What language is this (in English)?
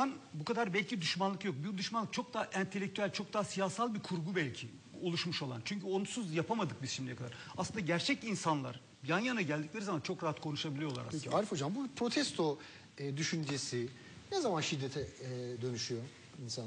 Turkish